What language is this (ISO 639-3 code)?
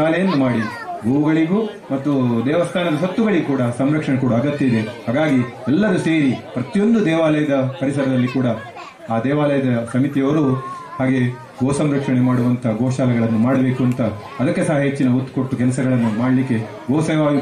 kan